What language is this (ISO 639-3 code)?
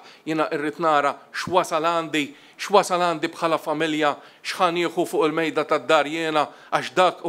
mlt